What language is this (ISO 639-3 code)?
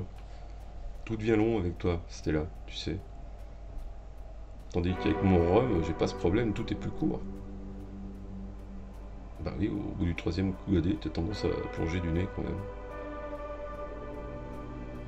fra